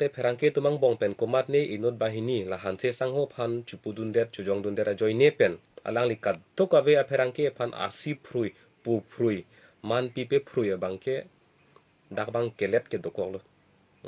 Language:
Karbi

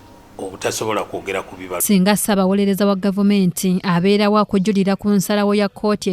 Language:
Ganda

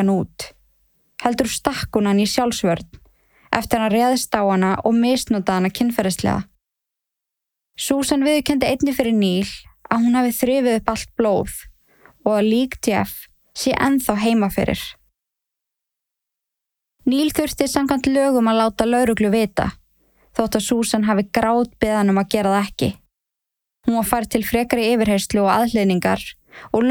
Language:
Icelandic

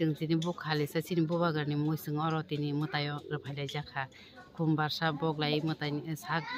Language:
Kok Borok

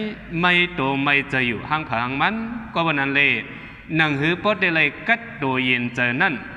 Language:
Shan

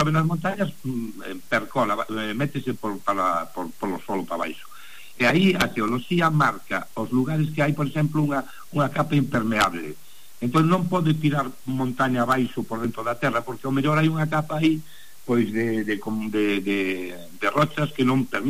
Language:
Galician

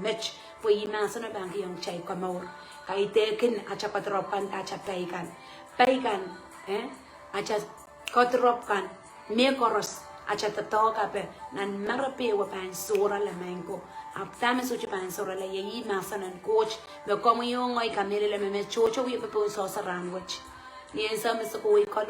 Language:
Pohnpeian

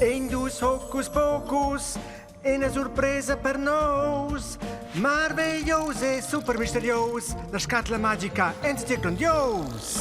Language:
Romansh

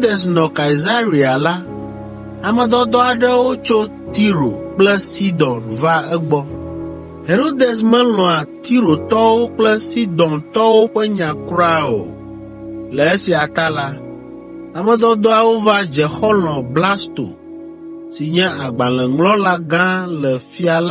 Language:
Ewe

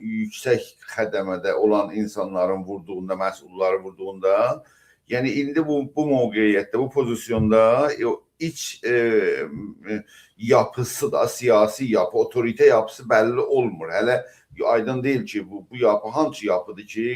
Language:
South Azerbaijani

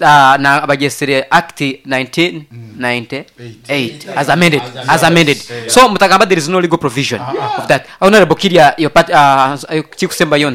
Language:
Nyoro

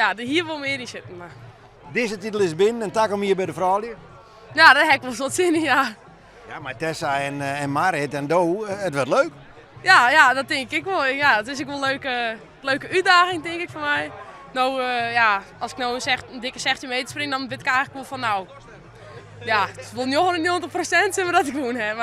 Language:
Western Frisian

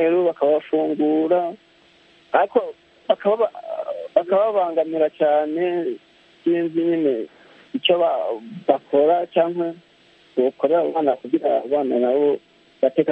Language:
Kinyarwanda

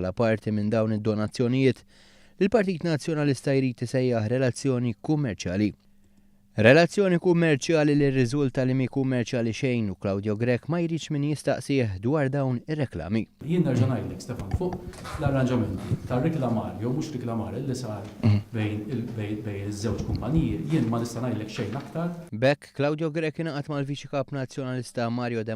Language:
Maltese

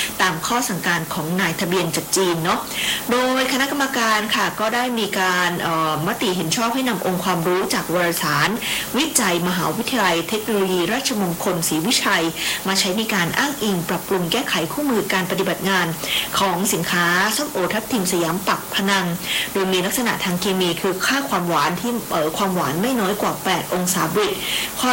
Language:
Thai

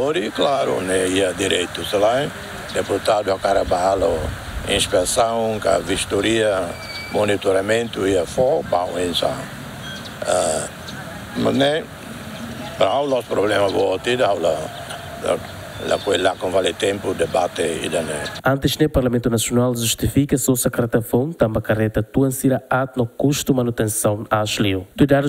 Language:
Tetum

